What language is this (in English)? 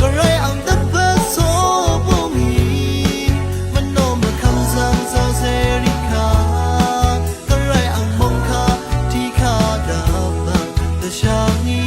Rawang